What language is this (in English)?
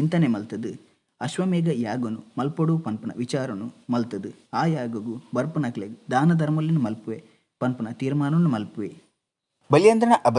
Tulu